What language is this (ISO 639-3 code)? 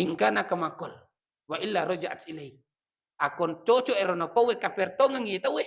bug